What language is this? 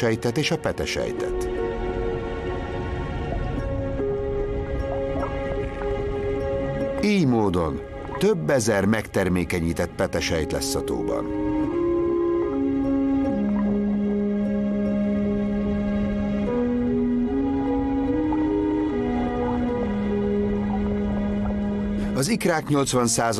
Hungarian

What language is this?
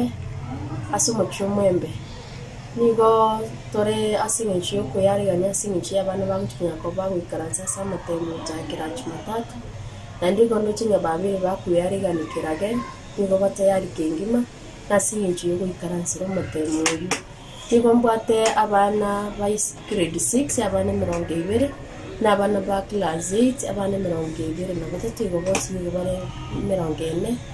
Gusii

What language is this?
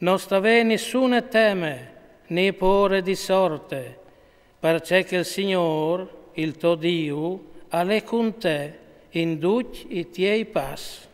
Friulian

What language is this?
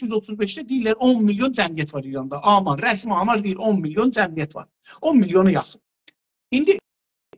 South Azerbaijani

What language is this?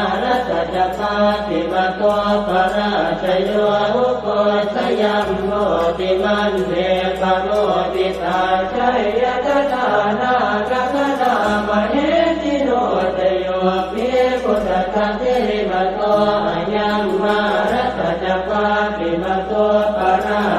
Pali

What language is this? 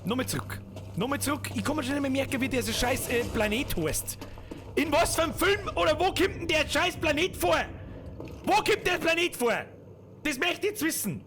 Bavarian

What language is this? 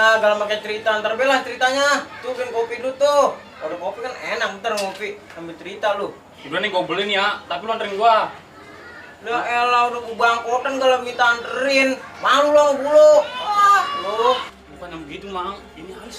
Betawi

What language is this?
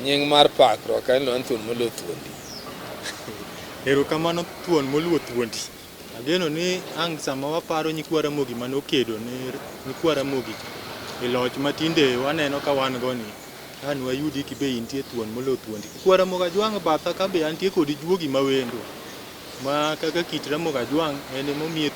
Luo (Kenya and Tanzania)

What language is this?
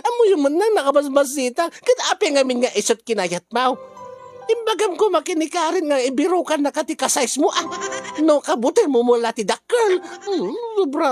Iloko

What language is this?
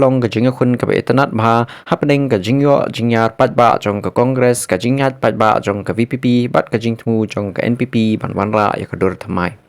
Khasi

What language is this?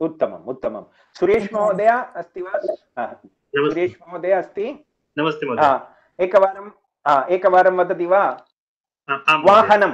Sanskrit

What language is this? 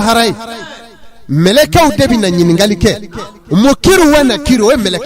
Bambara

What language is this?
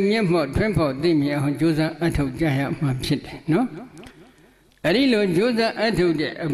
Burmese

